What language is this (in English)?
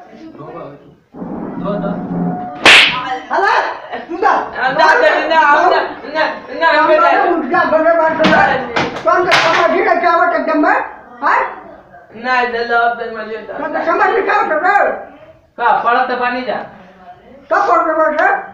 Bhojpuri